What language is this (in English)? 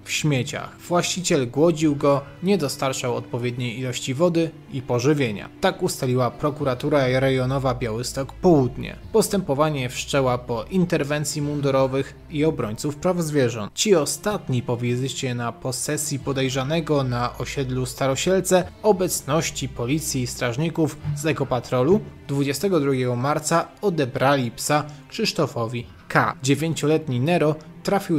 Polish